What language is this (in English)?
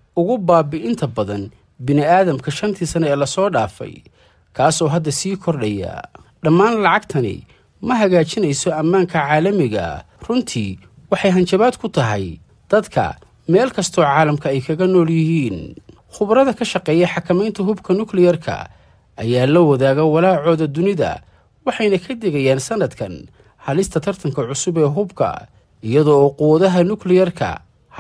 Somali